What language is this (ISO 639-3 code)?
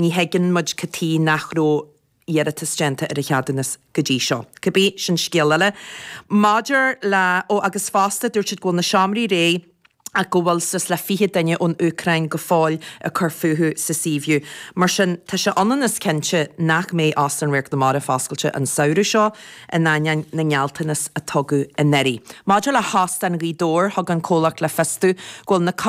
gle